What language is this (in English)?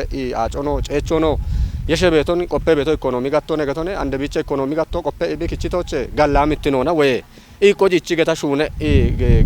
Kafa